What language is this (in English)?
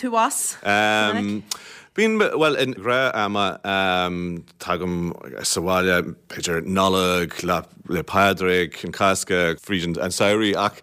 Irish